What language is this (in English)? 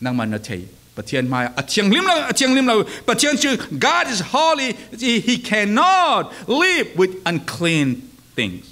Falam Chin